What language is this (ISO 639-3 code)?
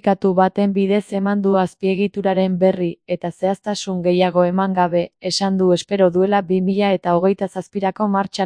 eus